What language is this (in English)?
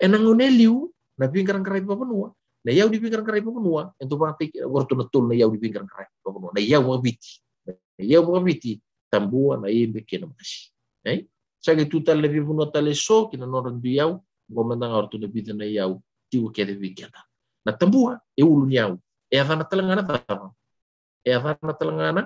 Fijian